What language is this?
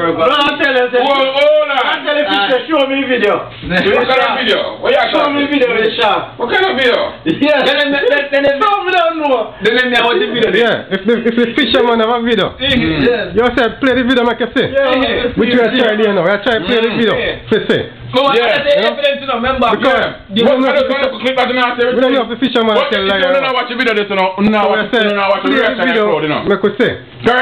Jamaican Creole English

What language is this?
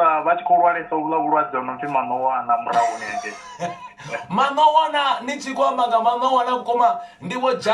Venda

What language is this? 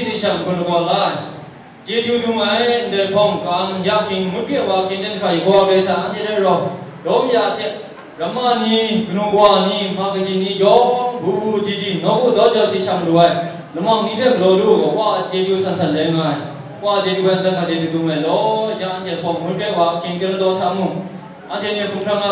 Kachin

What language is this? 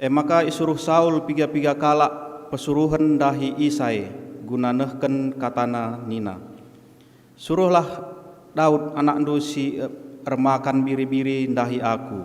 Batak Karo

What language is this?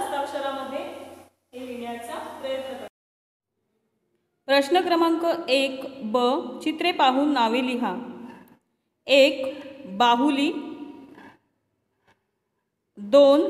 Marathi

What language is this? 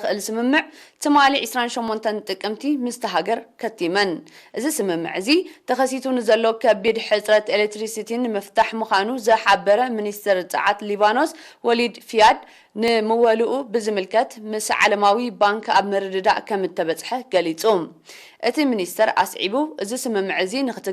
Tigrinya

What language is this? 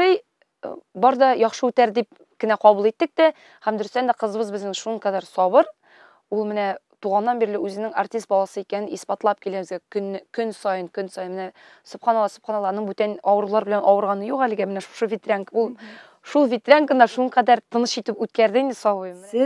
Tatar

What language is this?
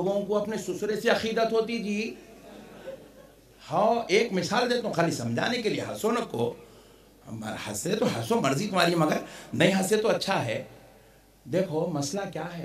Urdu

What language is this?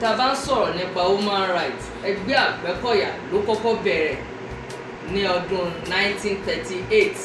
Yoruba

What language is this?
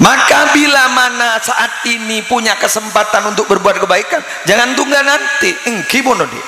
Madurese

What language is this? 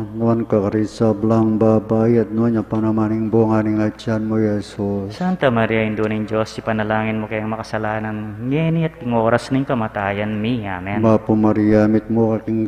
Pampanga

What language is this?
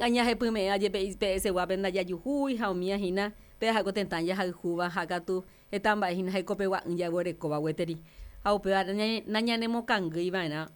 Guarani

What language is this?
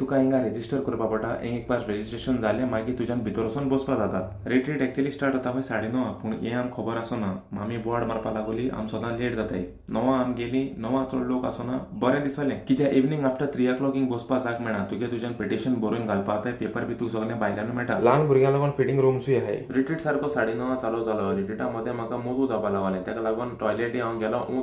Konkani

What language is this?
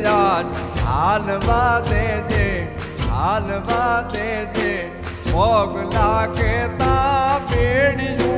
Gujarati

